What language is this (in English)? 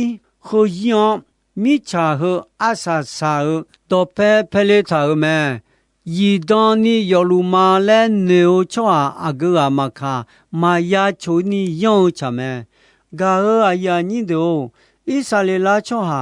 Akha